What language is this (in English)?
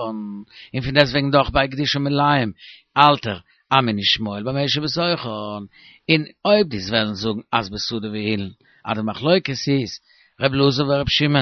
Yiddish